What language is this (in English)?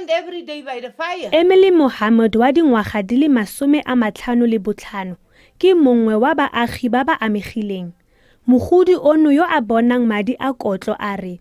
Tswana